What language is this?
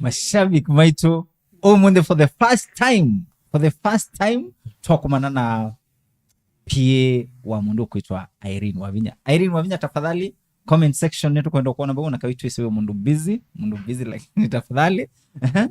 Kamba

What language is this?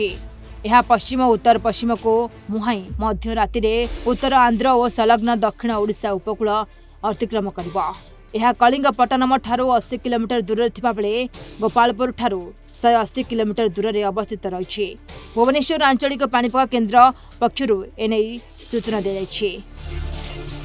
Odia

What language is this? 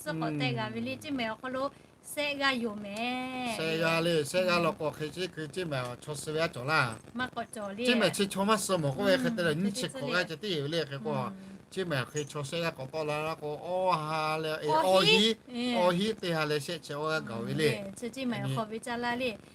Lahu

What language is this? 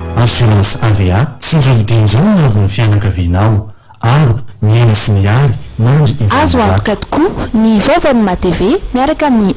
Malagasy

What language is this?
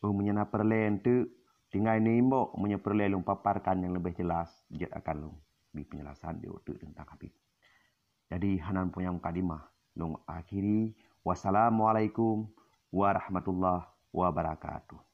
Achinese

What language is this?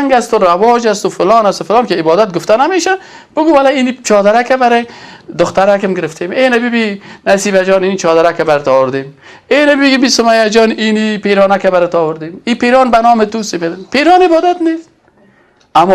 Persian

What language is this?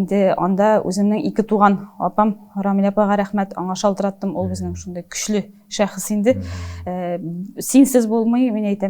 Tatar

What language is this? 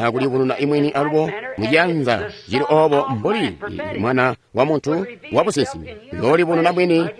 Tonga (Zambia)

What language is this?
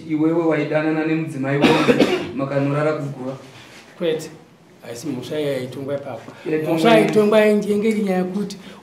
Shona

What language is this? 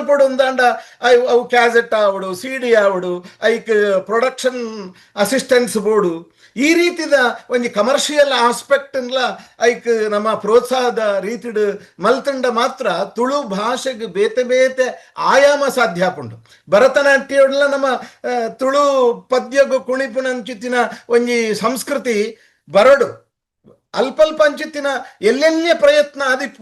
Tulu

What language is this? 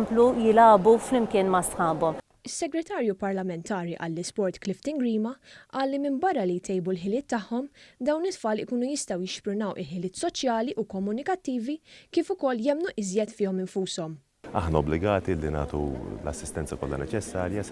Maltese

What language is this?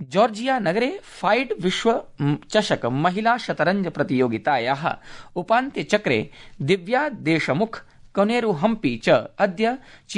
Sanskrit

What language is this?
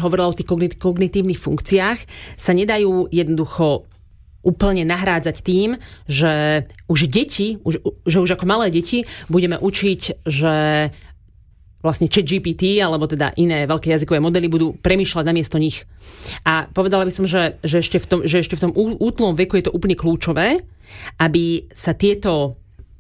Slovak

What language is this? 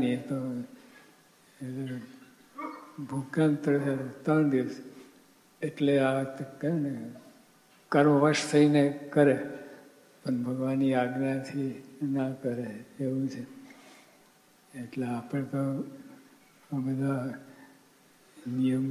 Gujarati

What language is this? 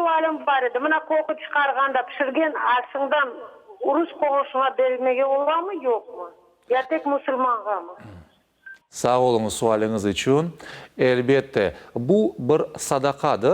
Crimean Tatar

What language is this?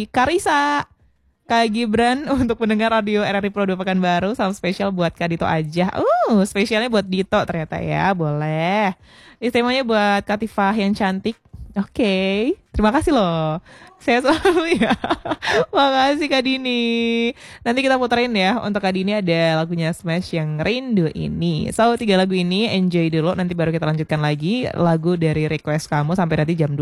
Indonesian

